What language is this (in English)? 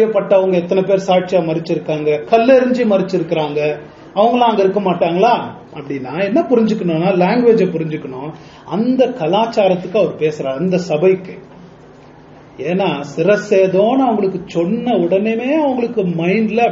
Tamil